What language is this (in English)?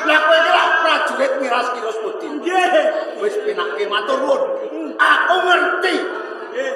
Javanese